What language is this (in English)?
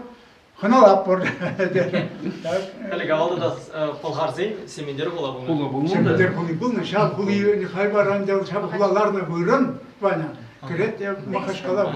Chuvash